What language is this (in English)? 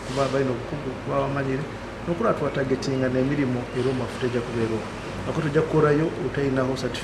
Nyoro